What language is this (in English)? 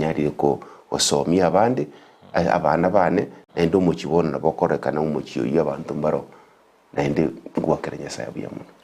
Gusii